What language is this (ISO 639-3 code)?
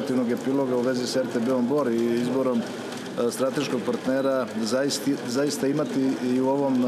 srp